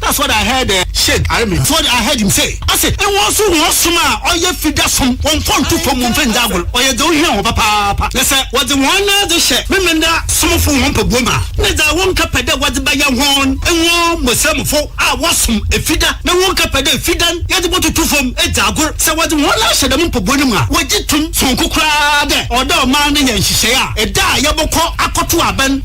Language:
Akan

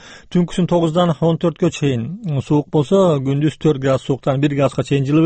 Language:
Kyrgyz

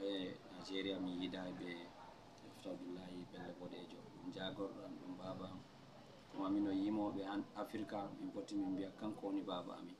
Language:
Fula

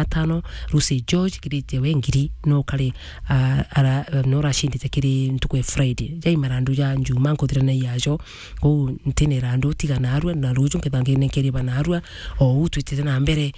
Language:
Meru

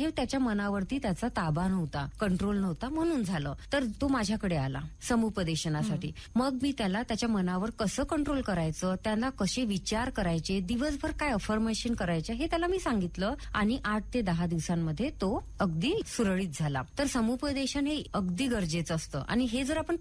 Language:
Marathi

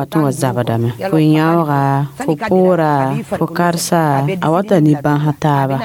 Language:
Mossi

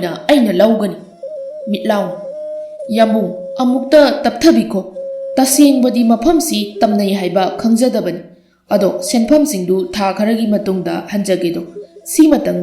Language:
Manipuri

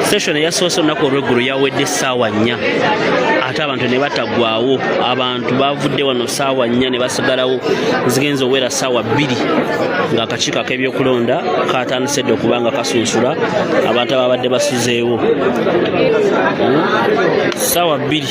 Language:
Ganda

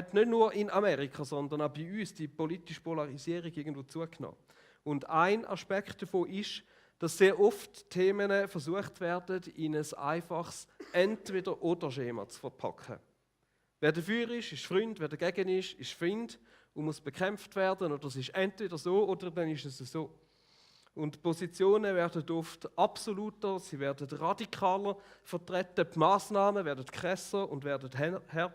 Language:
Swiss German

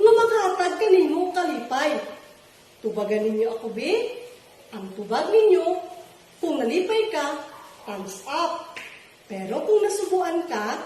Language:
Cebuano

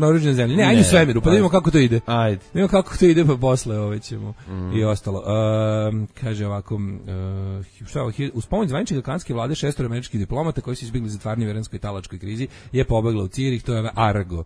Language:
Serbian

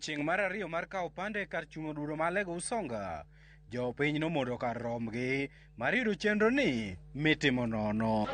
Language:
Luo (Kenya and Tanzania)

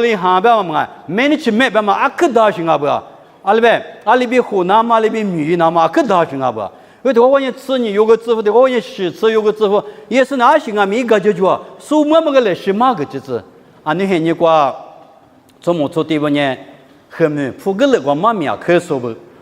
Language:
Lisu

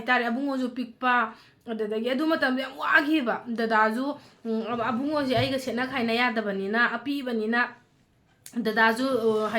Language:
Manipuri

